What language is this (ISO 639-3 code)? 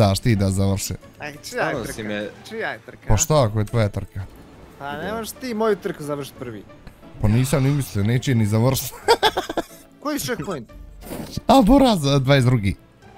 bos